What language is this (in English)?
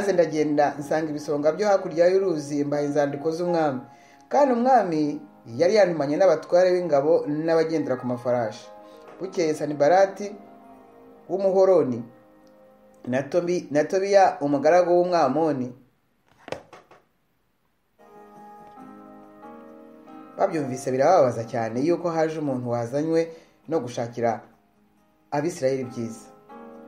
Kinyarwanda